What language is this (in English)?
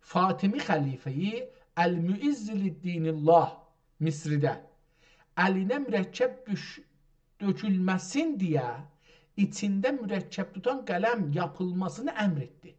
South Azerbaijani